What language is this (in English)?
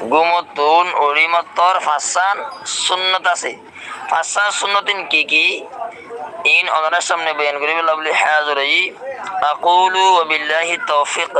Rohingya